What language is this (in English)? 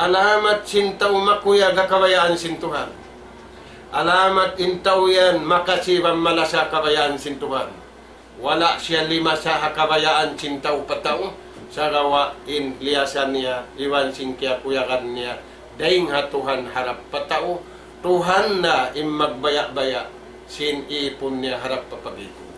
Tausug